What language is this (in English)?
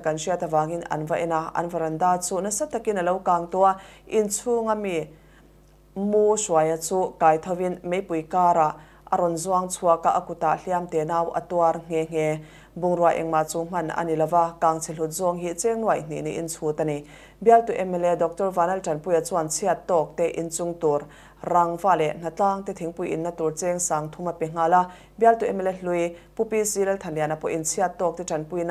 Mizo